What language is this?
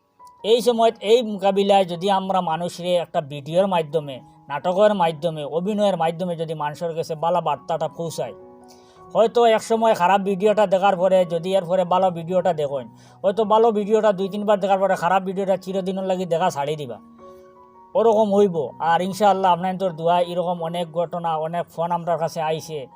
Sylheti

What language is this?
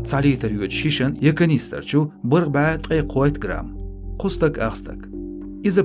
Chechen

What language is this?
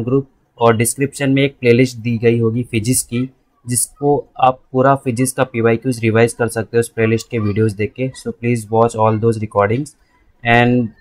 Hindi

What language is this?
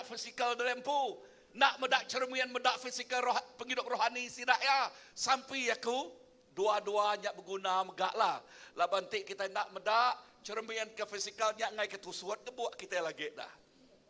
Iban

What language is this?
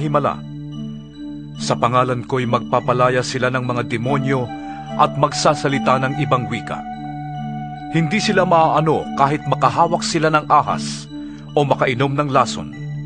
Filipino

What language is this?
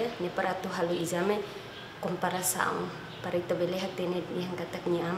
Tetum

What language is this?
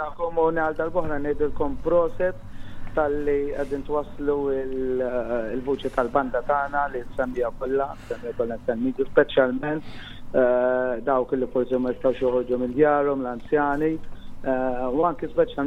Maltese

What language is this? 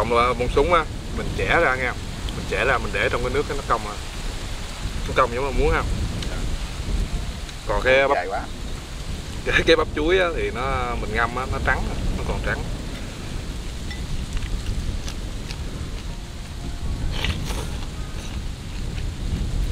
Vietnamese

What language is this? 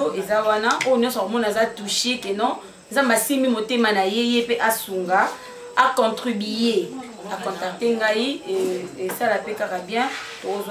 Lingala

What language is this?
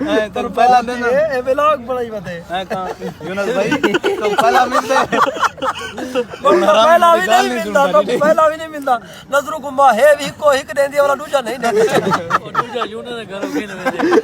Saraiki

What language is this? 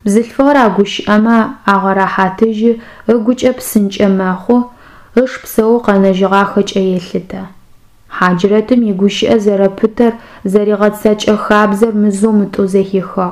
Adyghe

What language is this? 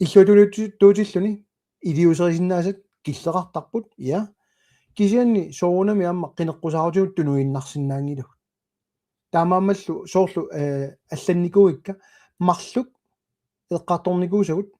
Kalaallisut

